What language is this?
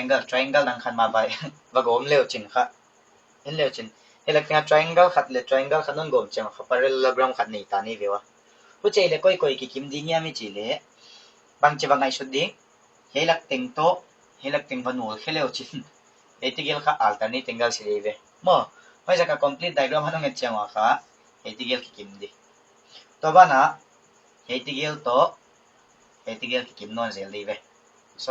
Paite Chin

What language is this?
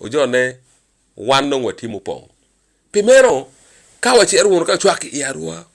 Acoli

